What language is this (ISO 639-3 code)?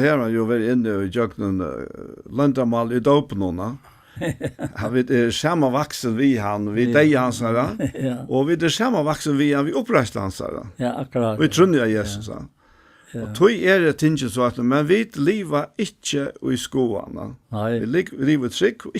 fao